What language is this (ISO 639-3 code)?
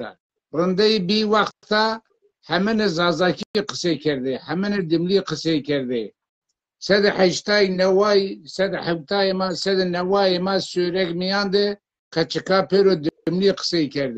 zza